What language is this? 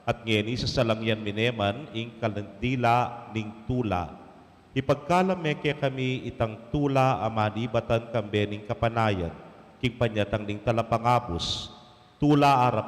Pampanga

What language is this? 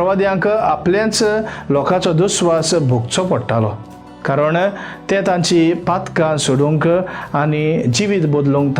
Konkani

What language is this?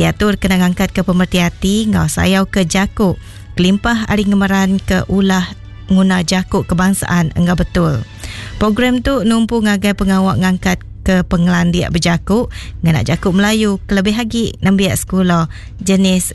Iban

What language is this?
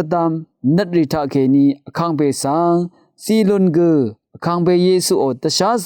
Rawang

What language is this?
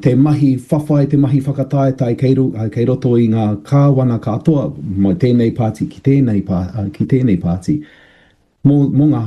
Māori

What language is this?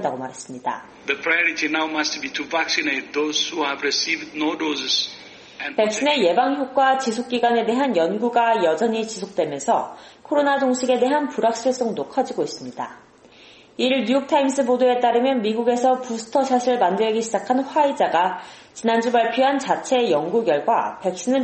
Korean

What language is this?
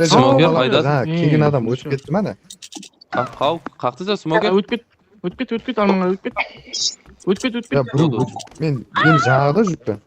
Kara-Kalpak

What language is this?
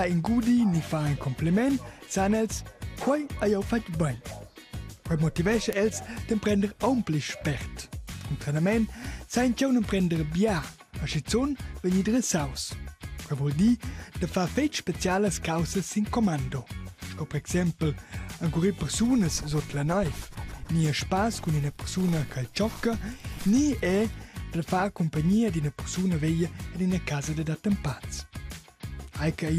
Romansh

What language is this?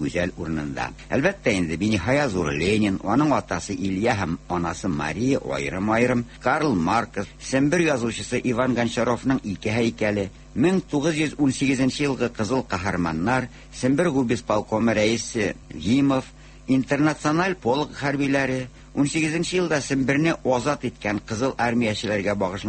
Tatar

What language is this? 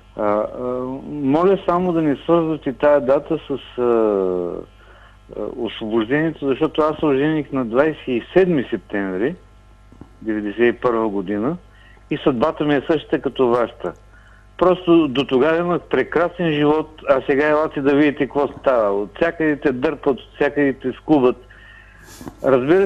Bulgarian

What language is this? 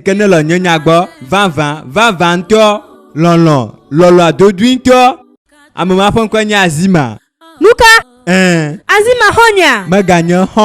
Ewe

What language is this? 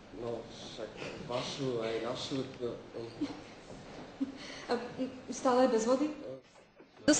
Slovak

